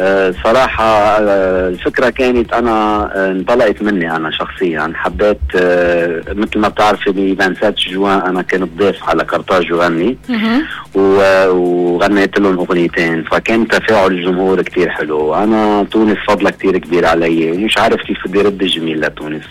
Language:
Tunisian Arabic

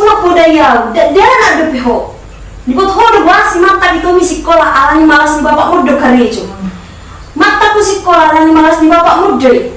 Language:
Batak Toba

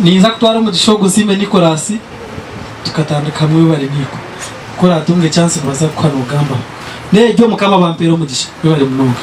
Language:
Nyankole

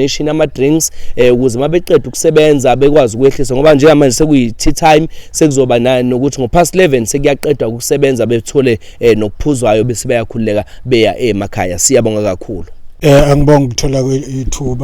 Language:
Zulu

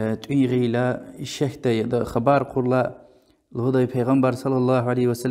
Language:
Lezghian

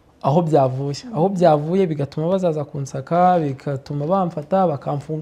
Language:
Kinyarwanda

